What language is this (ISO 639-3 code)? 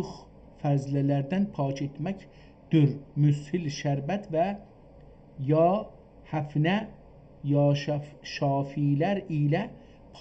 azb